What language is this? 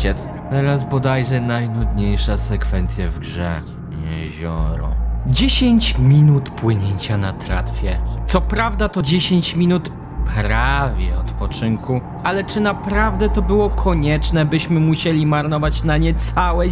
Polish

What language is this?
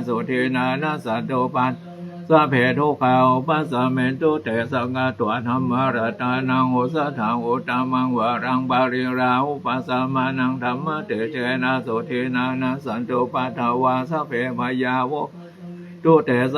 Pali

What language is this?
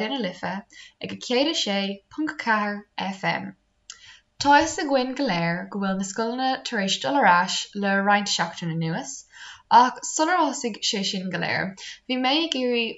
Irish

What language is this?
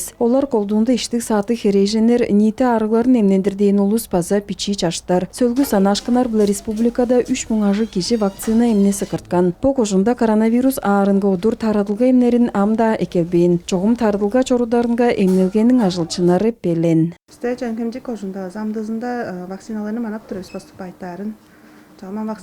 Tuvinian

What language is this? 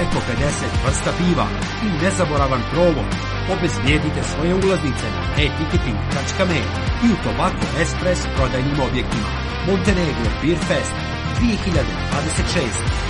Serbian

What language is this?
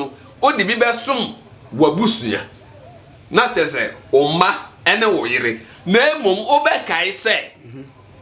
Akan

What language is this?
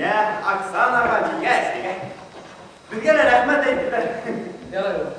Bashkir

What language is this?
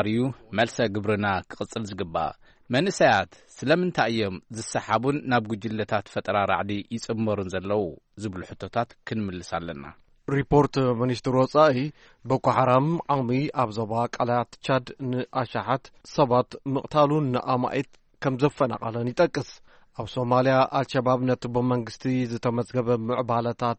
Tigrinya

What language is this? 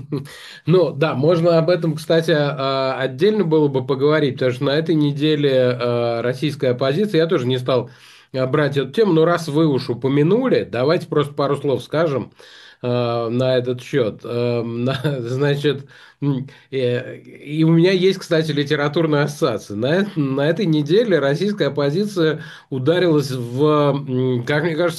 Russian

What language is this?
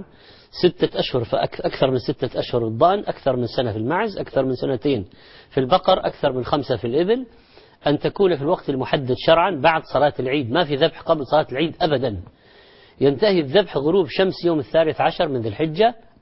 Arabic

